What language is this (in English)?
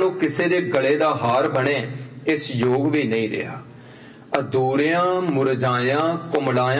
Punjabi